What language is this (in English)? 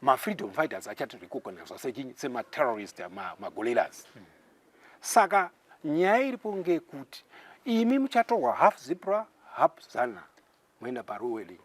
Shona